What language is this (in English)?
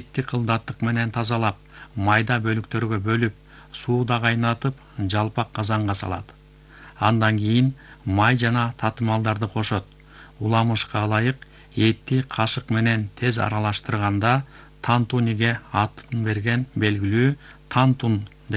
Kyrgyz